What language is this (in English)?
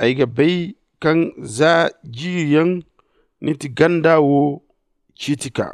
Zarma